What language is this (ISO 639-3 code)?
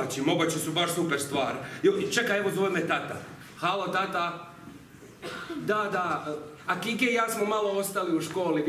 hrv